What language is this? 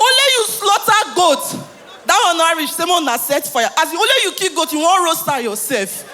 Nigerian Pidgin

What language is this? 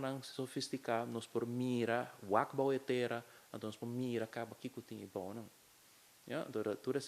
Papiamento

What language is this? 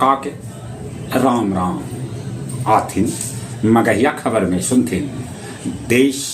Magahi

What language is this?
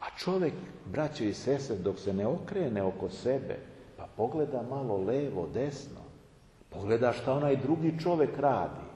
Serbian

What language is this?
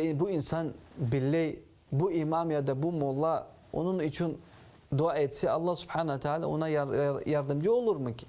Crimean Tatar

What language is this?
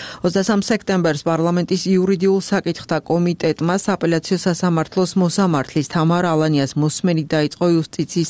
Georgian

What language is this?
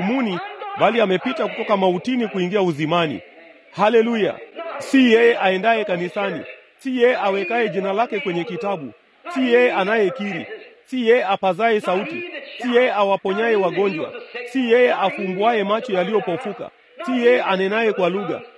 Swahili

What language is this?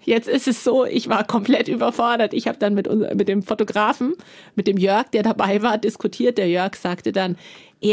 German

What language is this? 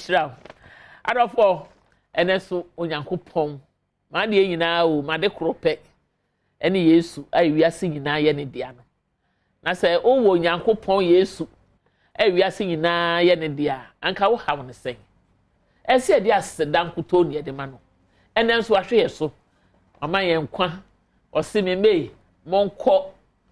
Akan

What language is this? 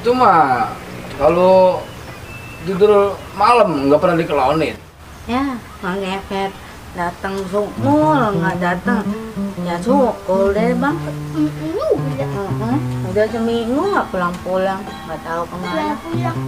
Betawi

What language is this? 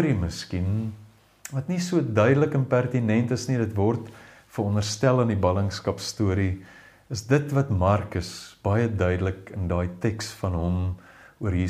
Afrikaans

